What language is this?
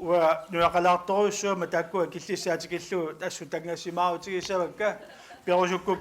Kalaallisut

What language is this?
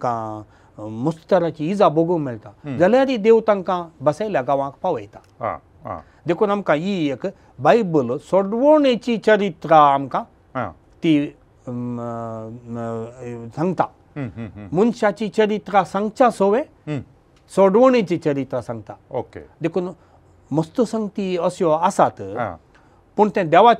Konkani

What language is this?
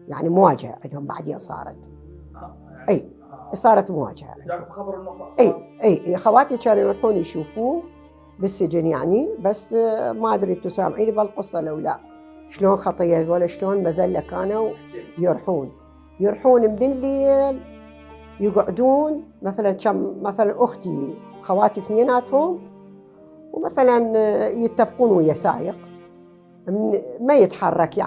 Mesopotamian Arabic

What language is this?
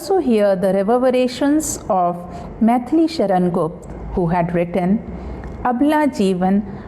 Dogri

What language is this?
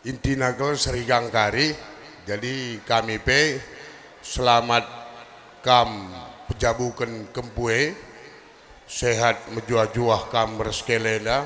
Batak Karo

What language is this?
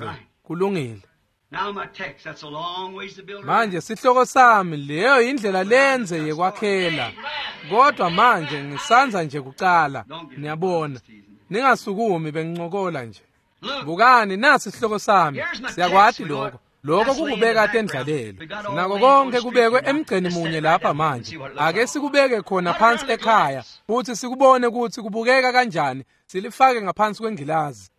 Swati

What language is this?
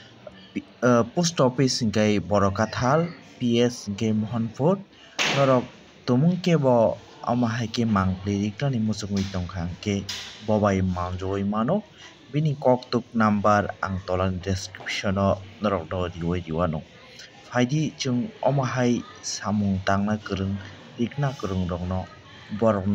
Kok Borok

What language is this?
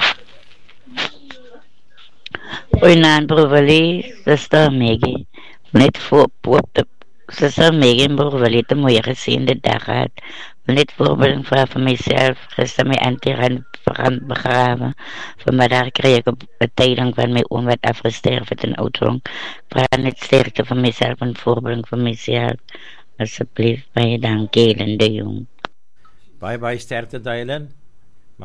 Afrikaans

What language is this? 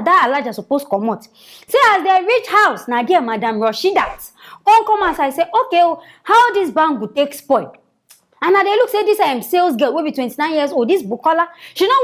Nigerian Pidgin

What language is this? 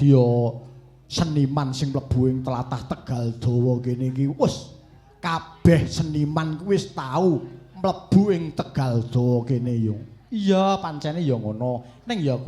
Javanese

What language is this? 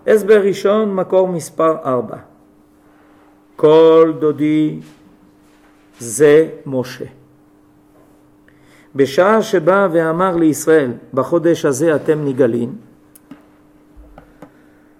Hebrew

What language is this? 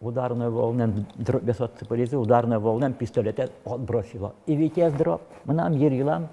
Udmurt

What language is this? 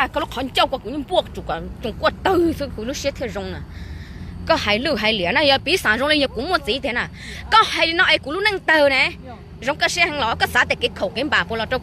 Hmong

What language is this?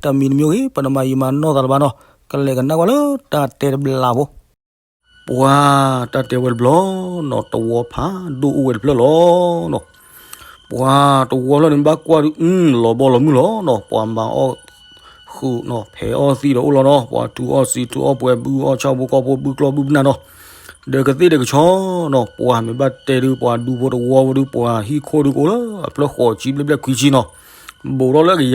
S'gaw Karen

